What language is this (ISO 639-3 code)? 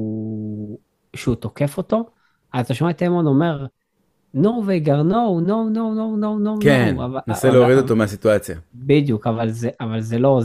heb